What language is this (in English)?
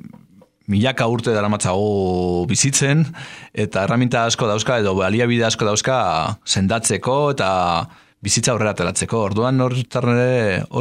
Basque